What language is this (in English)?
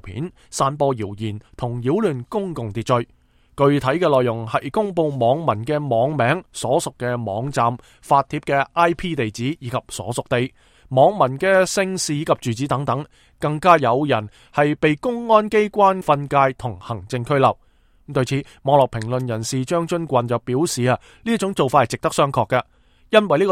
Cantonese